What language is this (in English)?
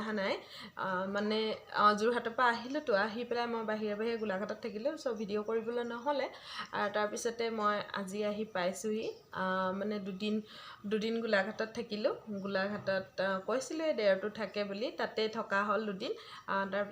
Assamese